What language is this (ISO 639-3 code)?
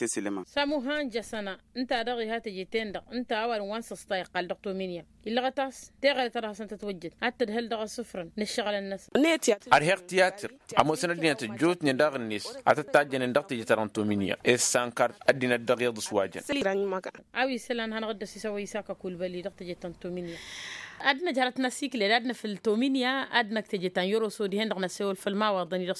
taq